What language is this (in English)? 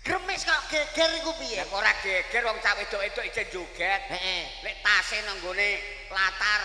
Javanese